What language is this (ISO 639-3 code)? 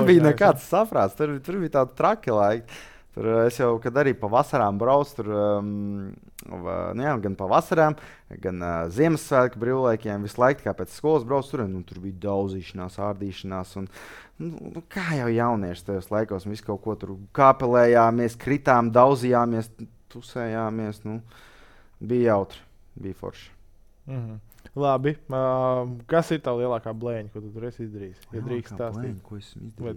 lav